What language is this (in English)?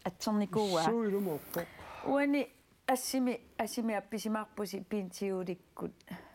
Kalaallisut